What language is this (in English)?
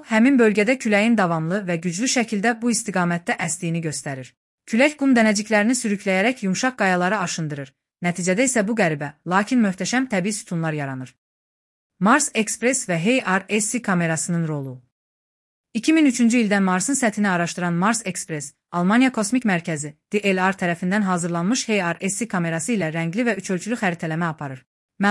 Azerbaijani